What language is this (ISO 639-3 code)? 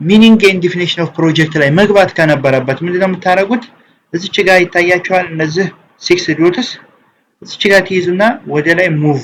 amh